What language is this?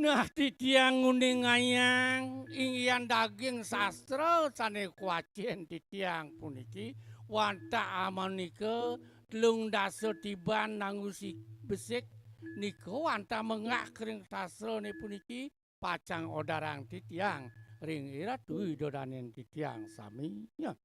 Balinese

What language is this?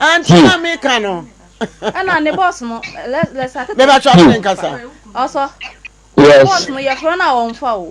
Akan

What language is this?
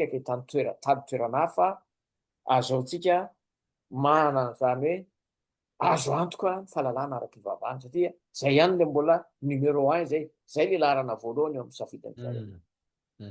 Malagasy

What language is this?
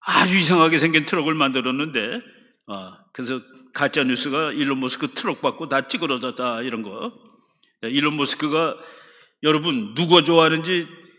Korean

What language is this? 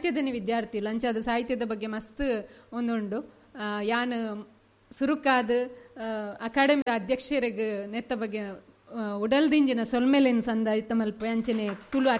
Tulu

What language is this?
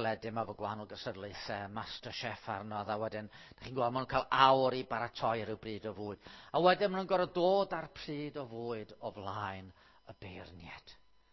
Welsh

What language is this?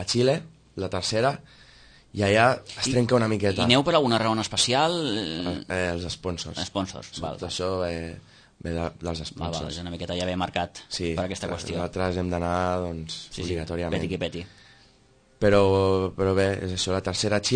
Catalan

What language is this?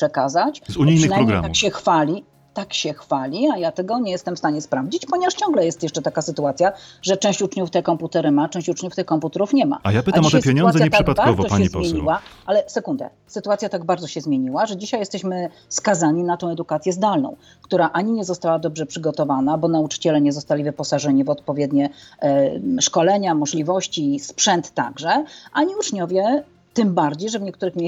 Polish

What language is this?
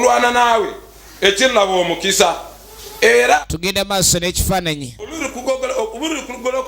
Ganda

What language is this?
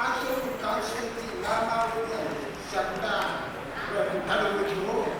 Pohnpeian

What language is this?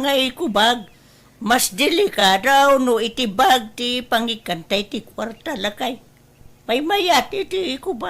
Iloko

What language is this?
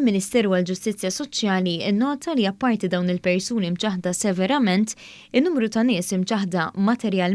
Maltese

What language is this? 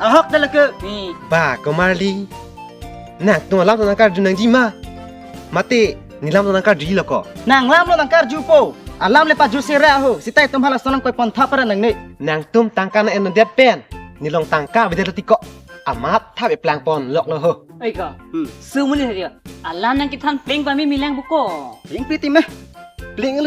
Karbi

